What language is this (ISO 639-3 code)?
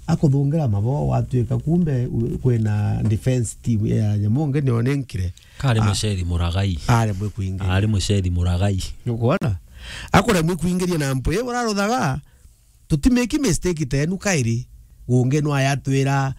mer